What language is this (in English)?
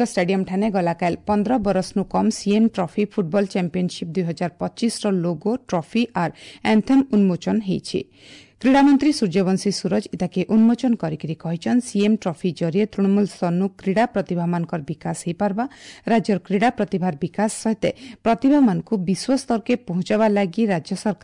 Odia